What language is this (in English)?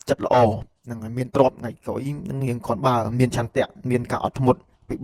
Khmer